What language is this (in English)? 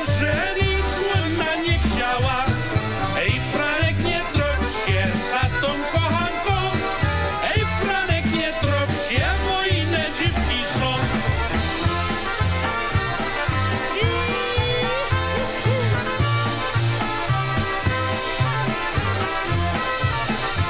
Polish